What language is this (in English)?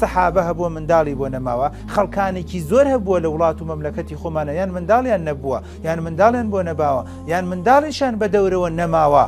Central Kurdish